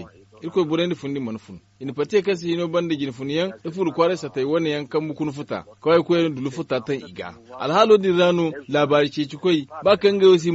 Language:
Zarma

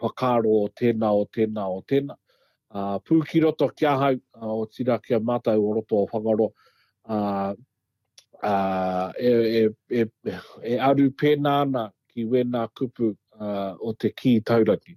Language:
Māori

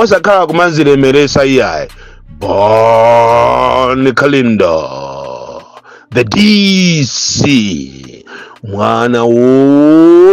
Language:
Nyanja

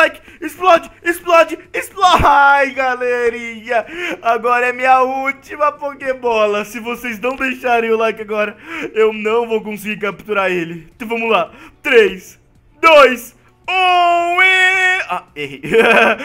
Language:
Portuguese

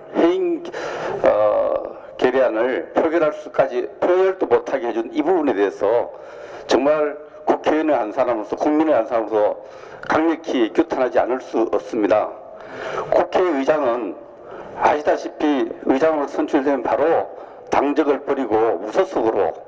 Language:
Korean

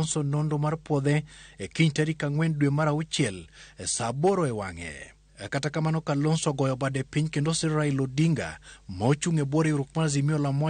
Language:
Luo (Kenya and Tanzania)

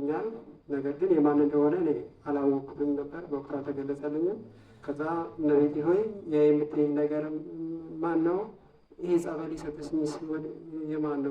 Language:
Amharic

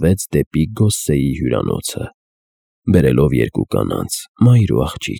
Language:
Armenian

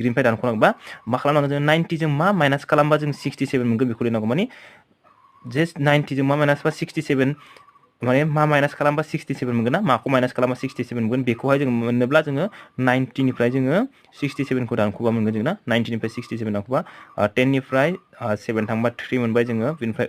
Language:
Bodo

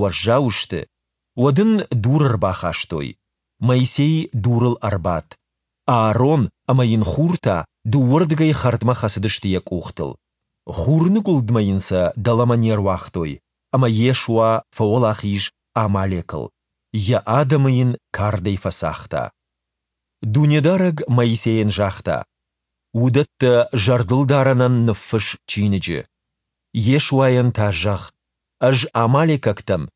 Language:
Ossetic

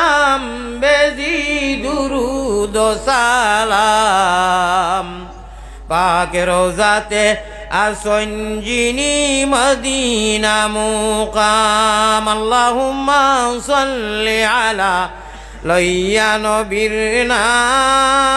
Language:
Sylheti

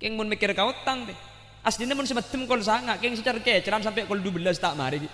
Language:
Madurese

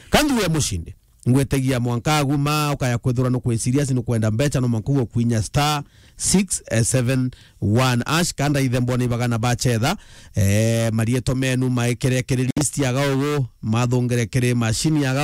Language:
Meru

